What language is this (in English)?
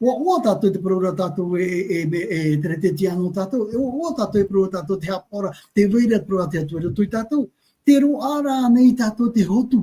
Tahitian